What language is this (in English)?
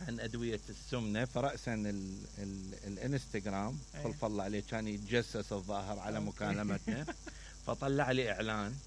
Mesopotamian Arabic